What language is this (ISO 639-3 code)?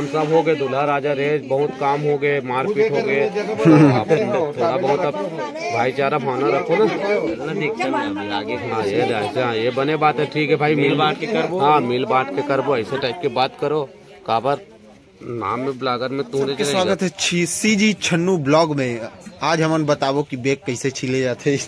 hne